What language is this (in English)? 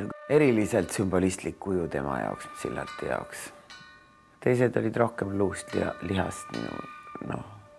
Estonian